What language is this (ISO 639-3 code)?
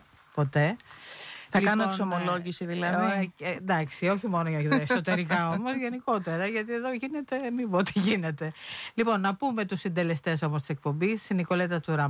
ell